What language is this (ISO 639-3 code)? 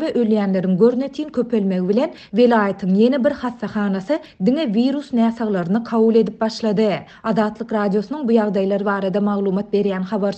tuk